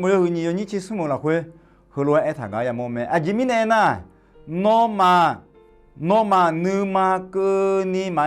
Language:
Akha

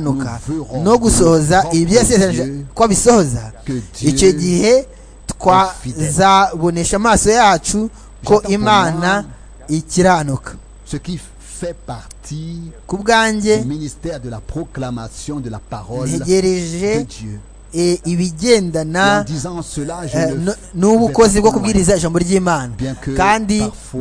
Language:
Kinyarwanda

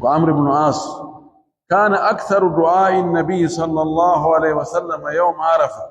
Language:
Pular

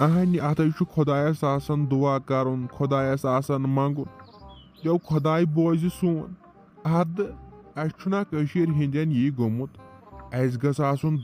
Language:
Kashmiri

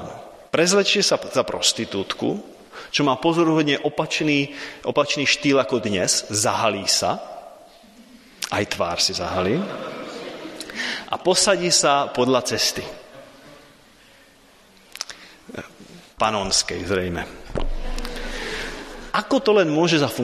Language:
Slovak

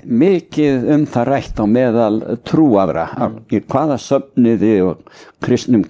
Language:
Icelandic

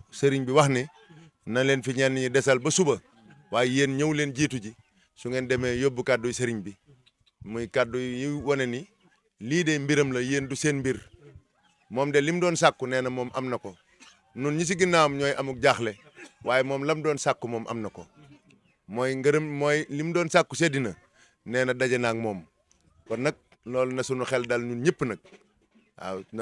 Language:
Wolof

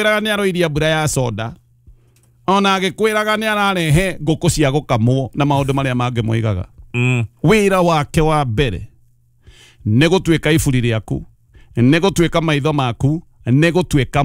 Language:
Kikuyu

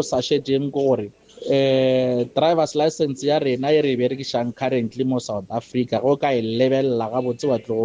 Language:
Northern Sotho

